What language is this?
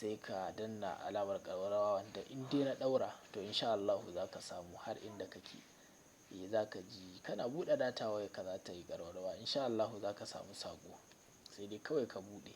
Hausa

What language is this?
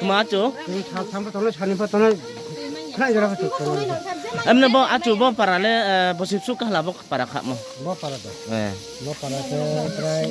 Riang (India)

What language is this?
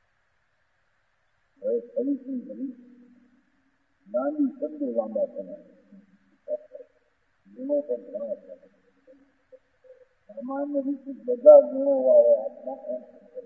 Gujarati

